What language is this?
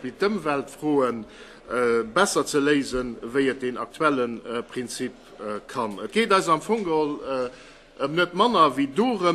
Luxembourgish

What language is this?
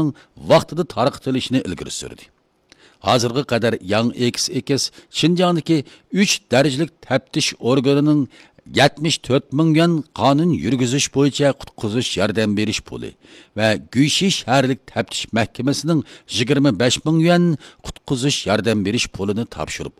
Uyghur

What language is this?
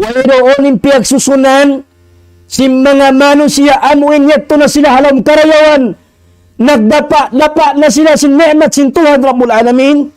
Tausug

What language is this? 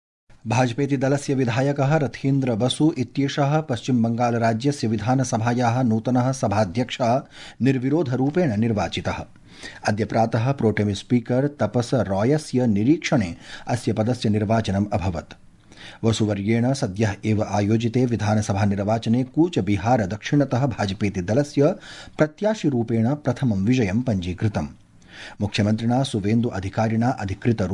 Sanskrit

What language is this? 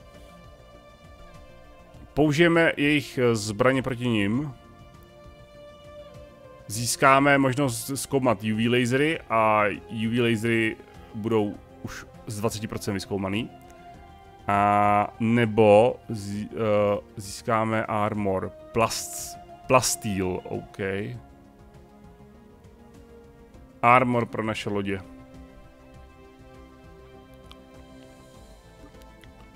Czech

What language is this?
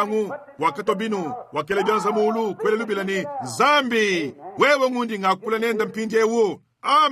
Luba-Lulua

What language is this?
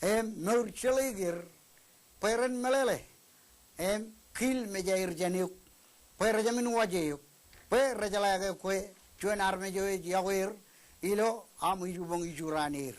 Marshallese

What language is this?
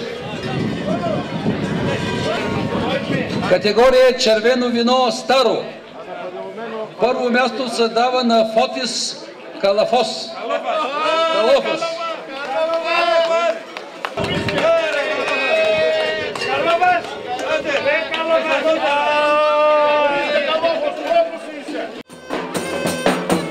Bulgarian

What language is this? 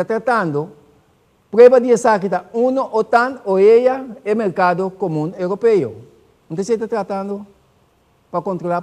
Papiamento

